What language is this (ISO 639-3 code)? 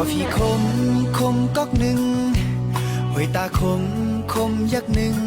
shn